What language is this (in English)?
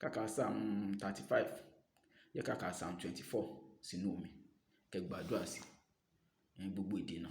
Yoruba